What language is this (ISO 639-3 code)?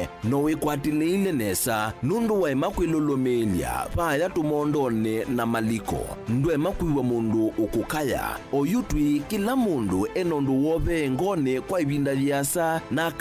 kam